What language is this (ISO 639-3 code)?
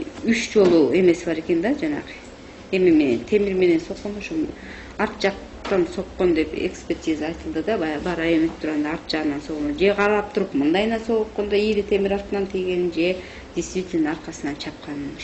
kir